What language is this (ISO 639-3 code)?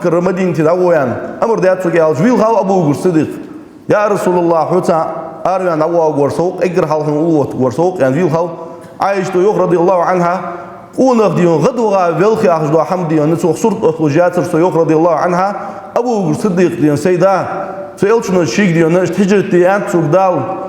inh